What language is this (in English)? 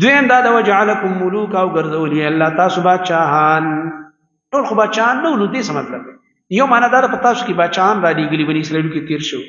Pashto